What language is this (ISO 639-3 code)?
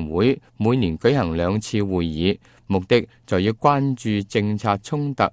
yue